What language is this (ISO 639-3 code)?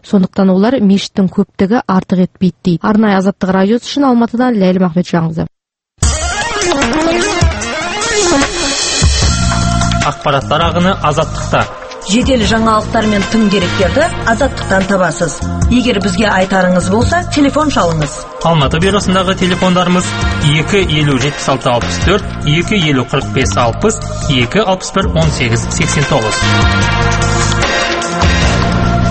kaz